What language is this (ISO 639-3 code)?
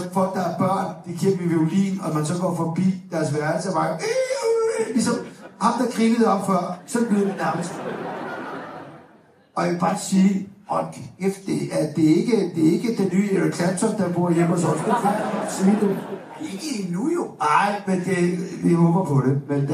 dan